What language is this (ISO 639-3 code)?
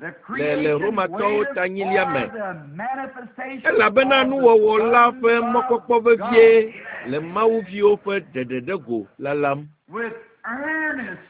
ewe